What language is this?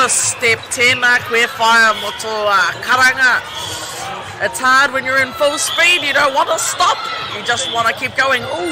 Māori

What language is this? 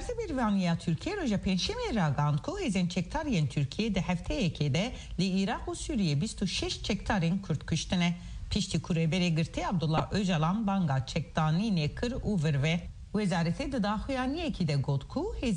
Kurdish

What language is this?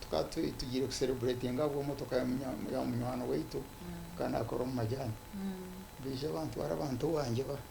Nyankole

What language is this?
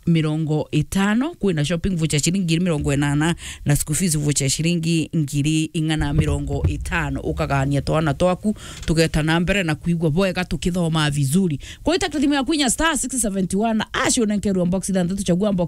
Meru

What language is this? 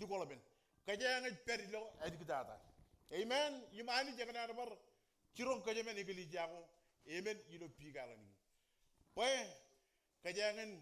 Marshallese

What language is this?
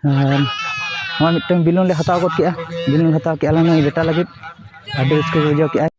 Santali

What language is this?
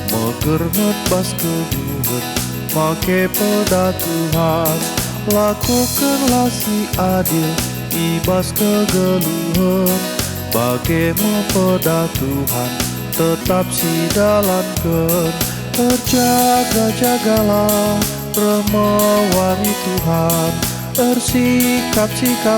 Batak Karo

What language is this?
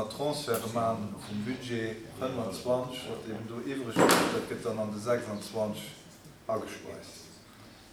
Luxembourgish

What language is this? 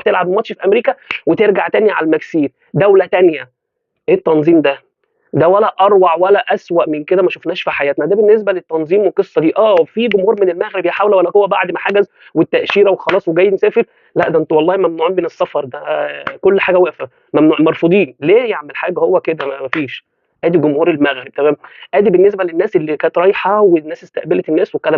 Egyptian Arabic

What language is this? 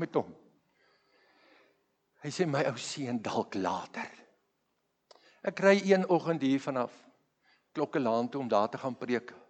Afrikaans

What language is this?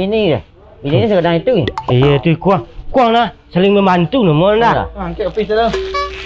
Minangkabau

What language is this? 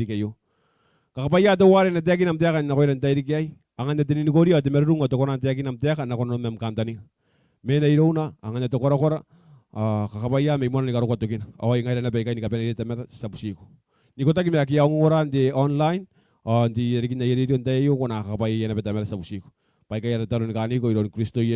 Gilbertese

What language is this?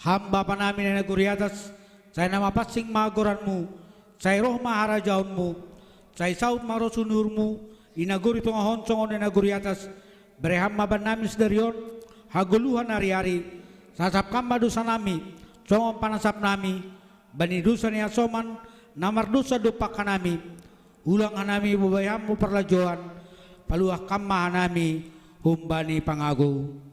Batak Simalungun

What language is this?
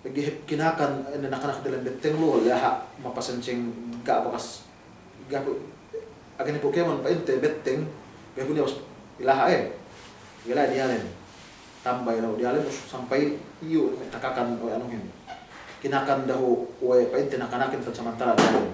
Yakan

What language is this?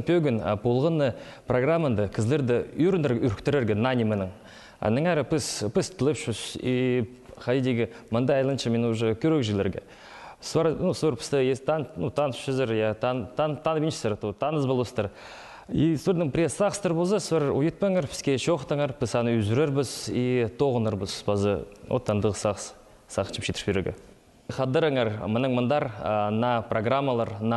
Khakas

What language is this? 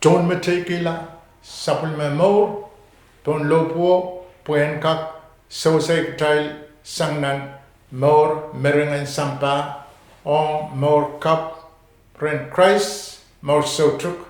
Pohnpeian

